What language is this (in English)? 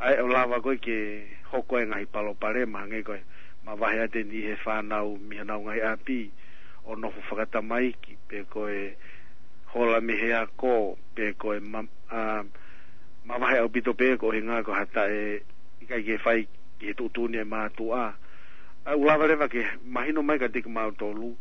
Tongan